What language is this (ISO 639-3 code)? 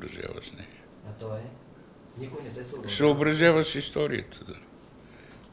bul